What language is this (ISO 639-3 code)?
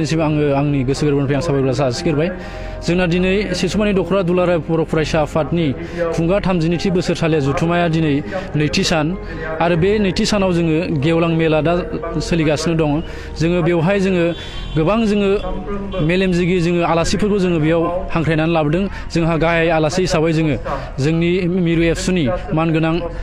brx